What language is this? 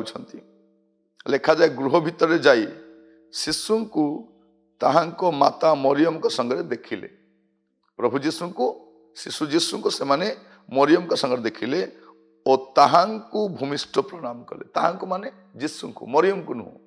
Odia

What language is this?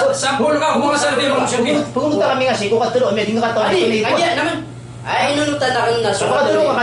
Maranao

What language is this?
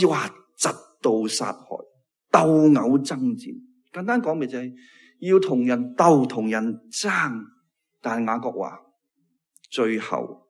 Cantonese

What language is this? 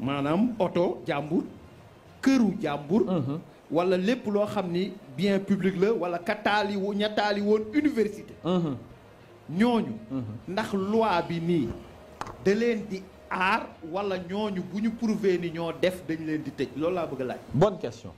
Wolof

